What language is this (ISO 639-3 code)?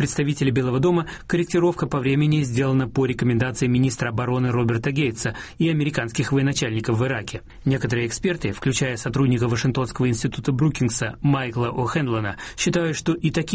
rus